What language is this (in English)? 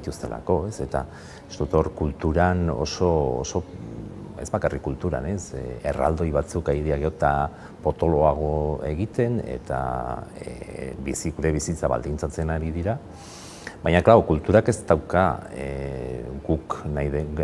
Basque